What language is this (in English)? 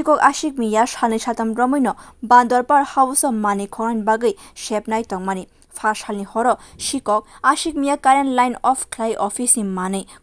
Kok Borok